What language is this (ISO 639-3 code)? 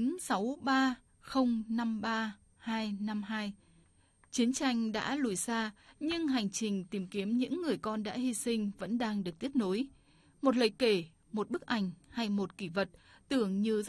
vie